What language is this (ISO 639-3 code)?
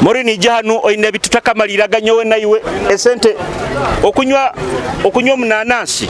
nyo